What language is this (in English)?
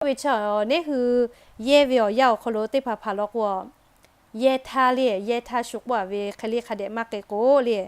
Lahu